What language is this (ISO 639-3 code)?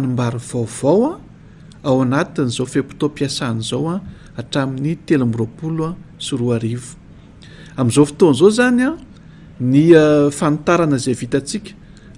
mlg